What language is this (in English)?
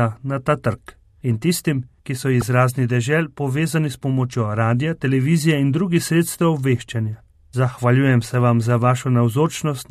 Slovenian